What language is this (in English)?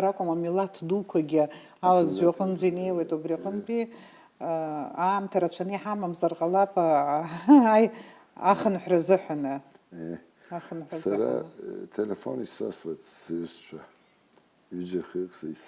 Abkhazian